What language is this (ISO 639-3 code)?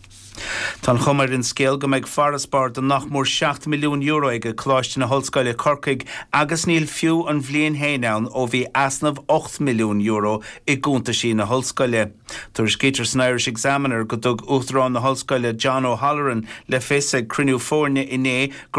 gle